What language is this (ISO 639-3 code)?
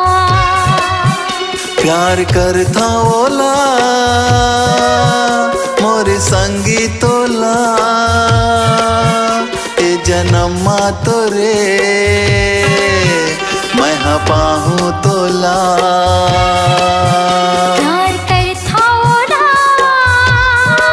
hne